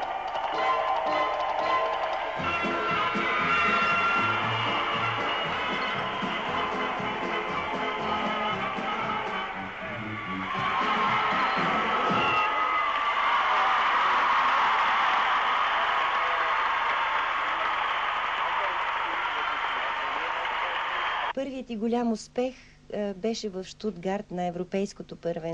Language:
Bulgarian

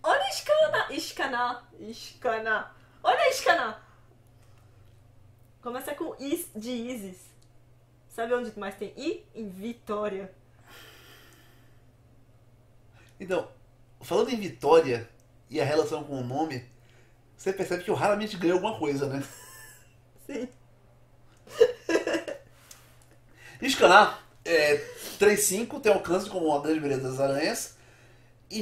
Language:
Portuguese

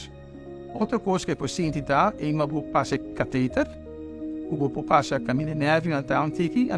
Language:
Papiamento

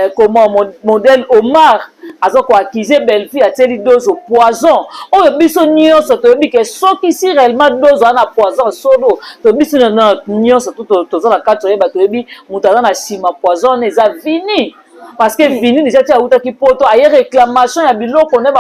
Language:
Lingala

